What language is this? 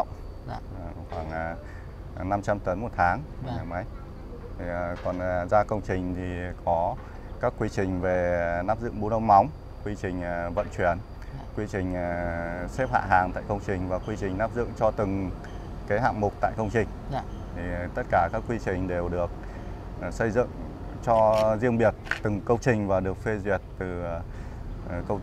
Vietnamese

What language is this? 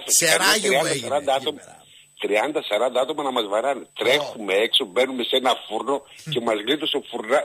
Greek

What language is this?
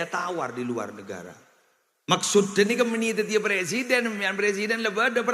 Madurese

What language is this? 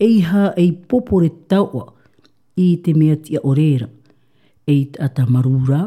Tahitian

